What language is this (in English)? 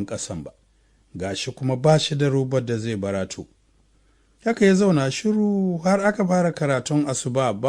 Hausa